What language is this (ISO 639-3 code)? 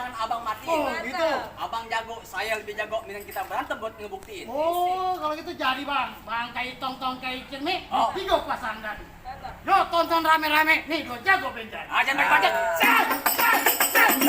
bew